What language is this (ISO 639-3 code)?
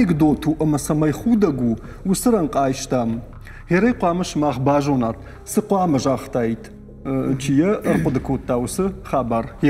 oss